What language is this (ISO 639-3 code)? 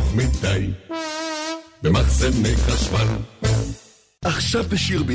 heb